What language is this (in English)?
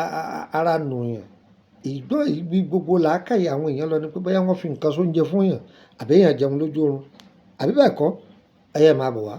Yoruba